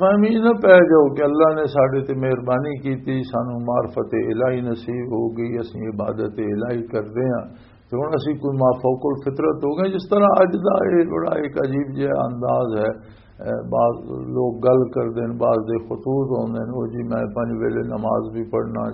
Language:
Western Panjabi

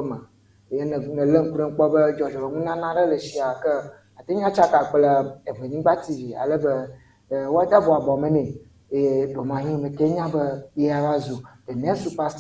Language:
Ewe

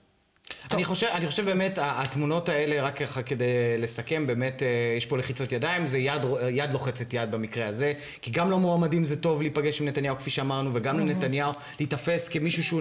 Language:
Hebrew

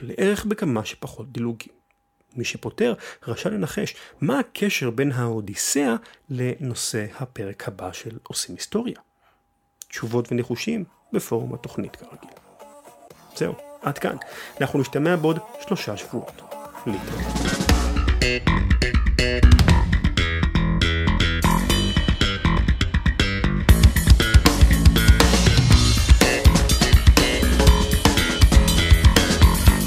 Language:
Hebrew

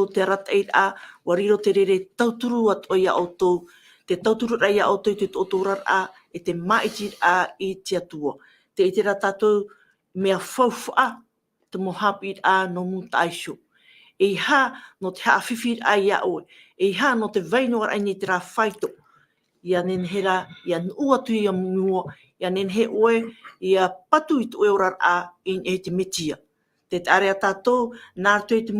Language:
Tahitian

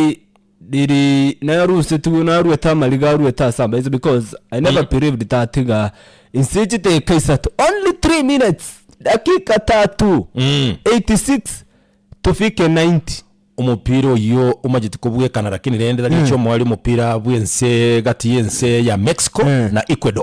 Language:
Gusii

